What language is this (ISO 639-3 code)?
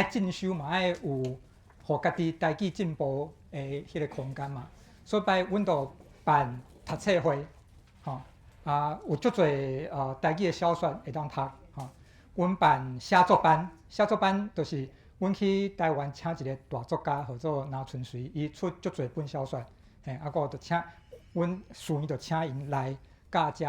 nan